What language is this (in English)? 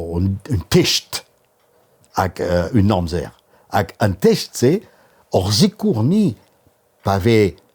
Breton